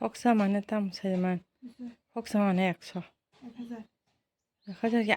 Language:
Kok Borok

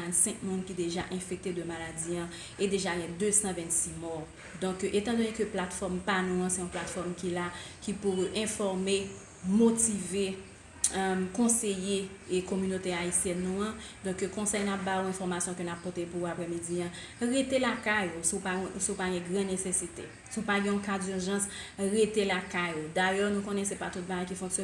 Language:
Haitian Creole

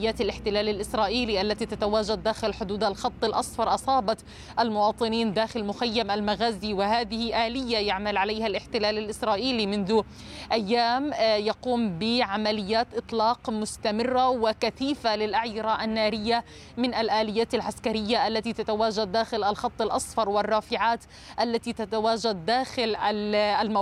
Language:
Arabic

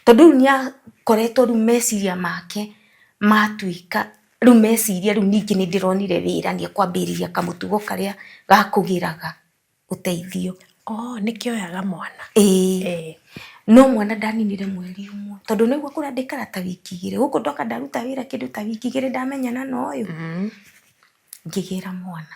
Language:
Kikuyu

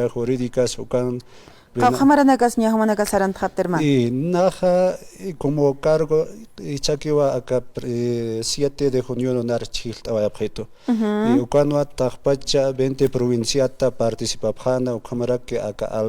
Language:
Aymara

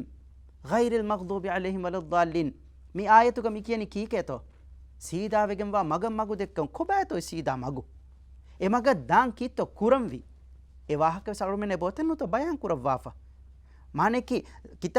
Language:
Divehi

